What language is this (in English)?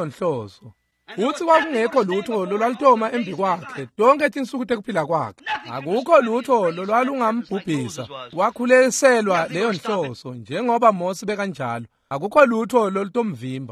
Swati